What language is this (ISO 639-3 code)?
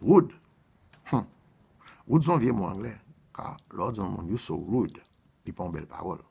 hat